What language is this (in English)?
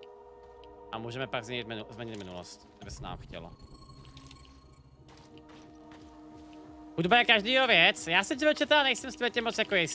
Czech